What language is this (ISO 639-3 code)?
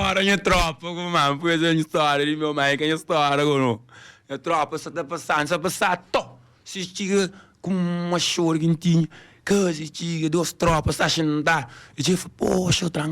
kea